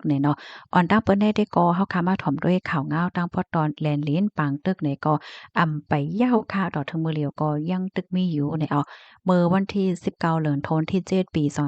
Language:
Shan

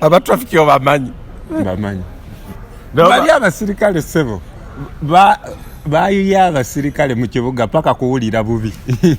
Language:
Ganda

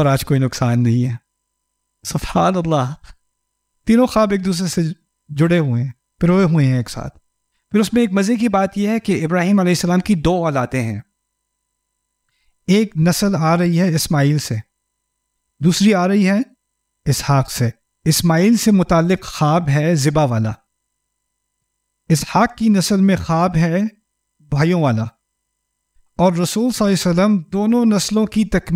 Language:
Urdu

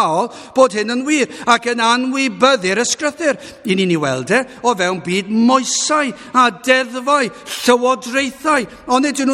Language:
Welsh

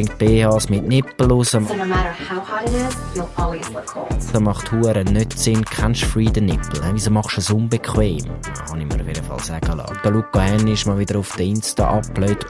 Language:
Swiss German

